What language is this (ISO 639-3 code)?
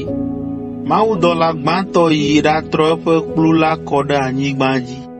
ewe